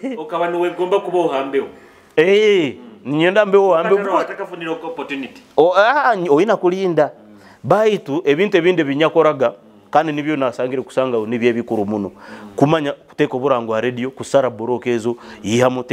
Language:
Nyoro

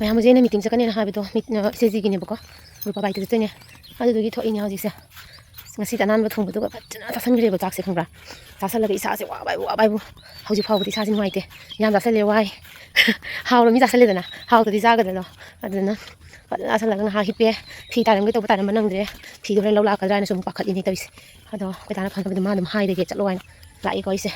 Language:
Manipuri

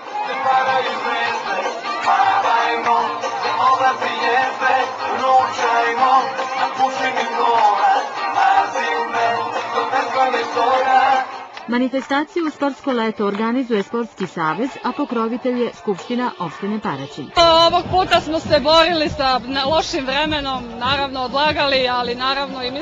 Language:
Serbian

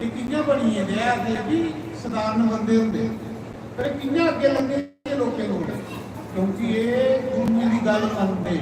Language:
Dogri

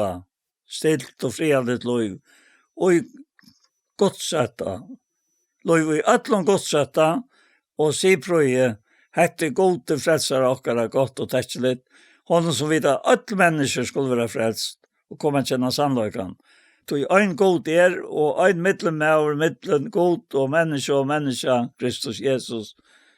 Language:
Faroese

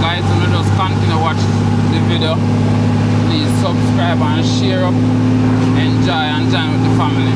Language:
Jamaican Creole English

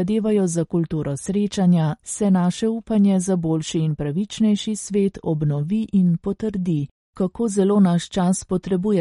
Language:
Slovenian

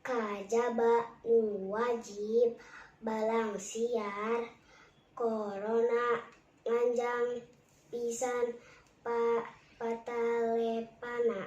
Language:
Sundanese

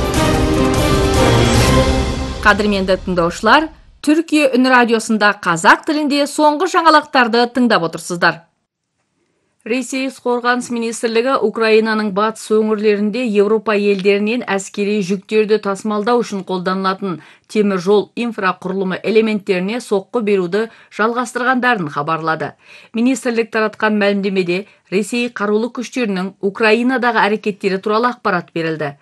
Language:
Kazakh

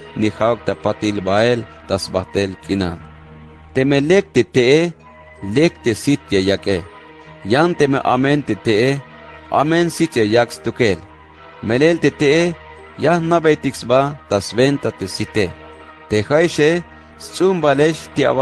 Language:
Tzeltal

